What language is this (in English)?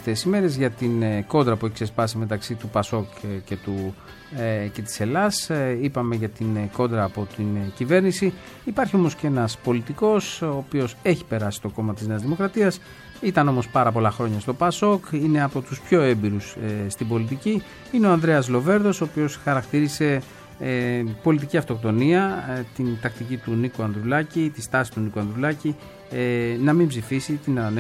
Greek